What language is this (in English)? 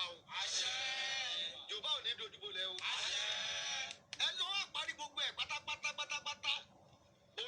Yoruba